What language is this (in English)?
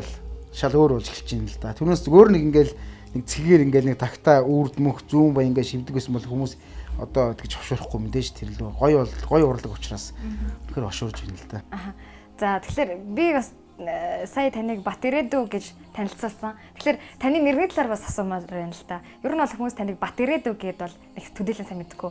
Mongolian